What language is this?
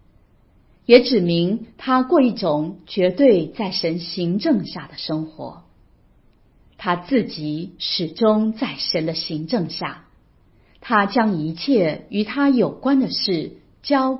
Chinese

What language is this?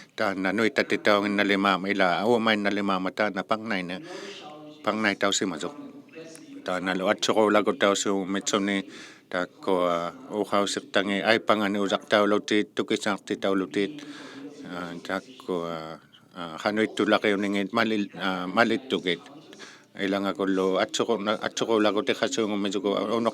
Inuktitut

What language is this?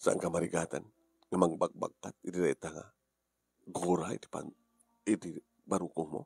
Iloko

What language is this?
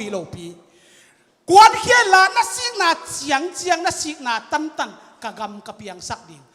Tedim Chin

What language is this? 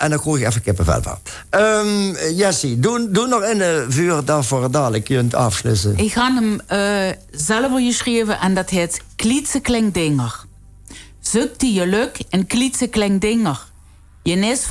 Limburgish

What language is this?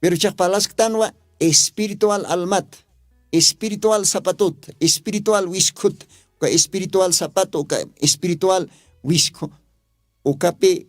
Aymara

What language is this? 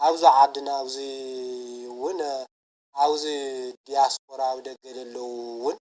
Tigrinya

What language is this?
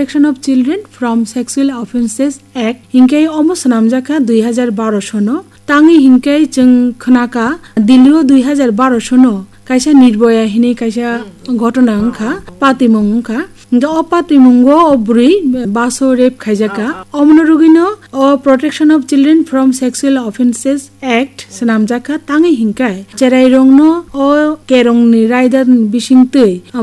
Kok Borok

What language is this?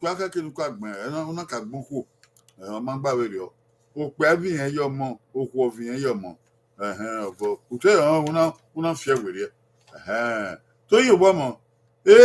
Bini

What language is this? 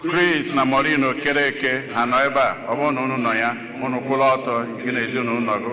Igbo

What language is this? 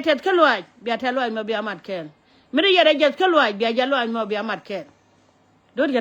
Nuer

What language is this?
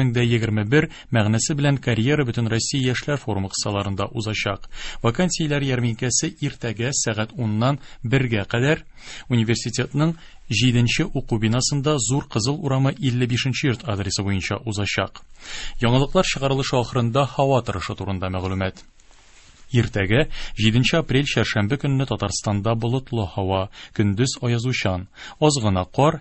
Tatar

